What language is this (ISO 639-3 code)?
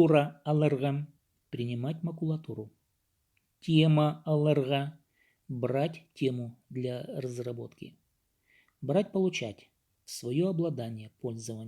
kjh